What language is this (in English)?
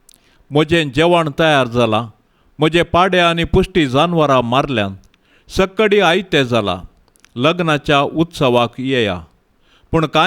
Konkani